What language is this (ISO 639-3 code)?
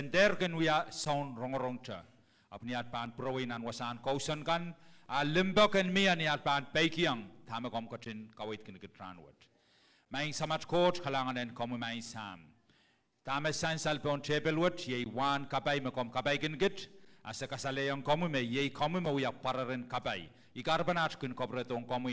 pon